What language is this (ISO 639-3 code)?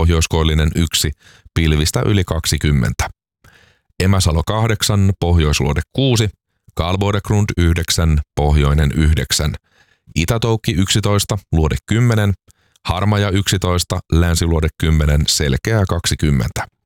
fin